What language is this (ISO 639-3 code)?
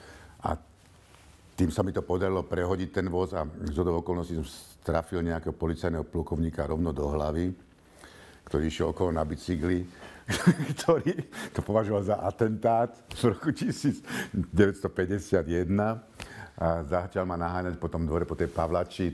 slk